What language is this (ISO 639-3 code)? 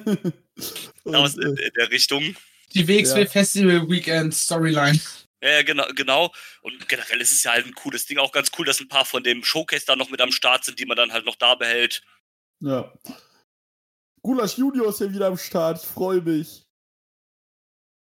deu